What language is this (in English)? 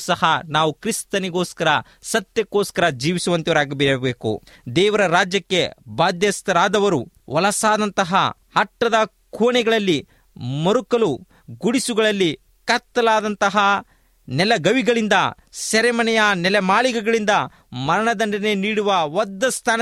Kannada